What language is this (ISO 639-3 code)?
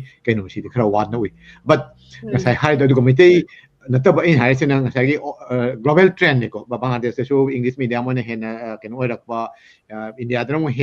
mni